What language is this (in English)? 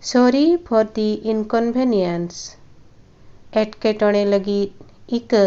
Santali